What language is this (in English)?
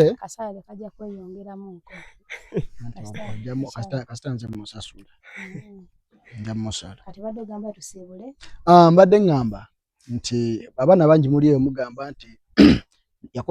Ganda